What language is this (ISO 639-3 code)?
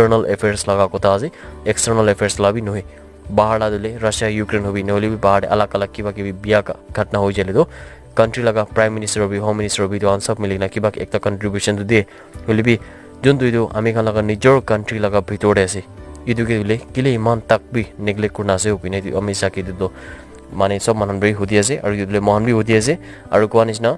nag